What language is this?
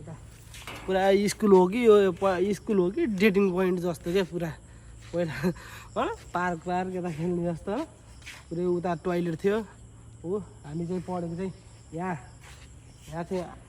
Nepali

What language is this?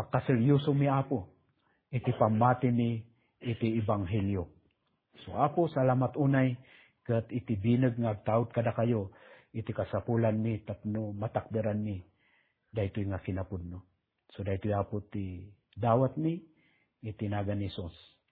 Iloko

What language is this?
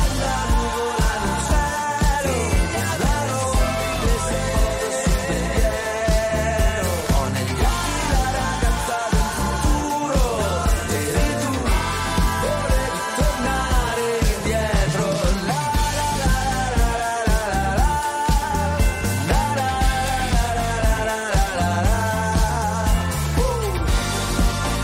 Italian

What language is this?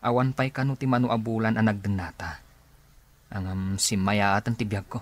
Iloko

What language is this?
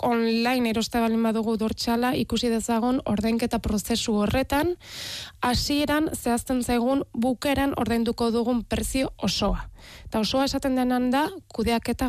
Basque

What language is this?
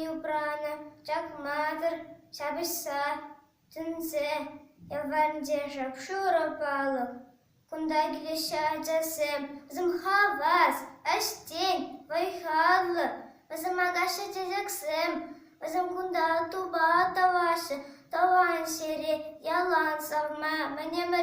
Chuvash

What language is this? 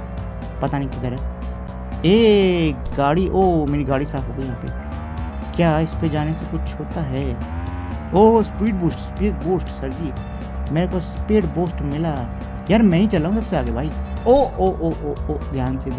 Hindi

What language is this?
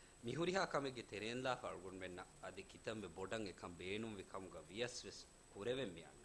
Divehi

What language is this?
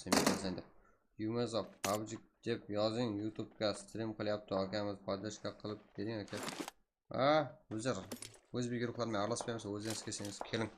Kara-Kalpak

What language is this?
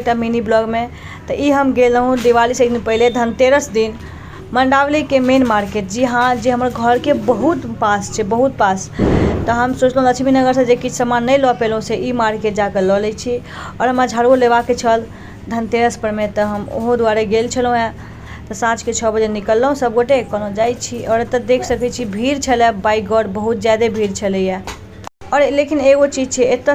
Maithili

